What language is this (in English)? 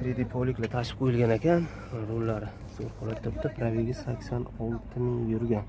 Uzbek